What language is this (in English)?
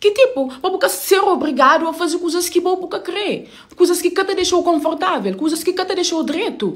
Kabuverdianu